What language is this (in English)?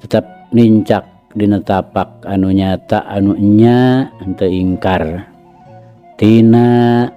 Sundanese